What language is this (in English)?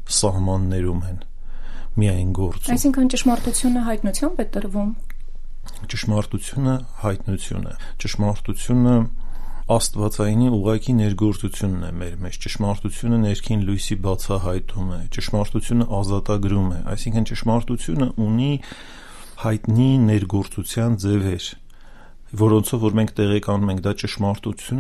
Armenian